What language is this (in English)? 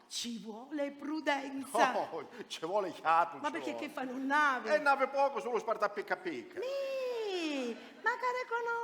Sicilian